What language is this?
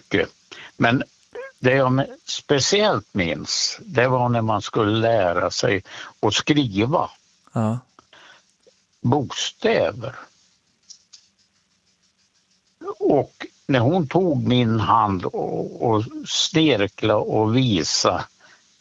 Swedish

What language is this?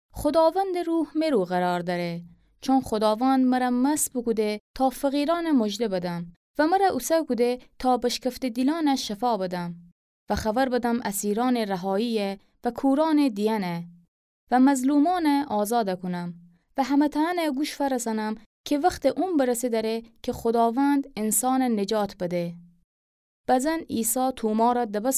Gilaki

